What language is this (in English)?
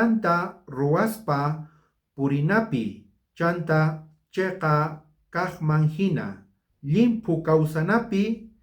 South Bolivian Quechua